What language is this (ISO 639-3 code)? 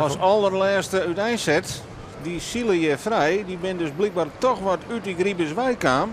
fry